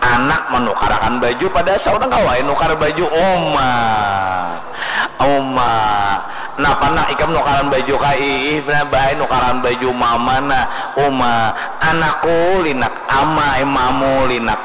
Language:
Banjar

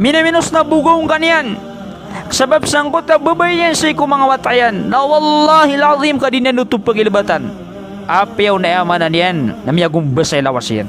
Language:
Maranao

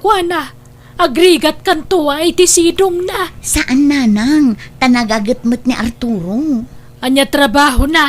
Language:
Iloko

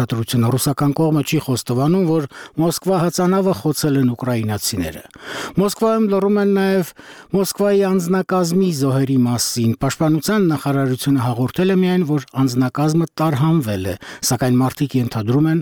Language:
Armenian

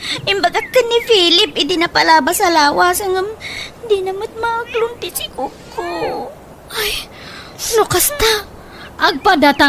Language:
Iloko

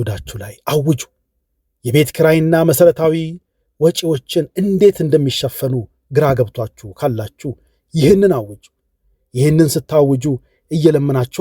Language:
Amharic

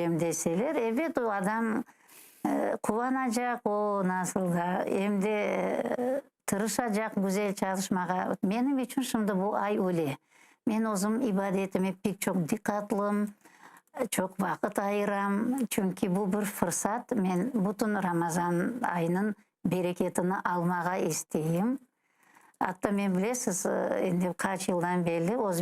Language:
Crimean Tatar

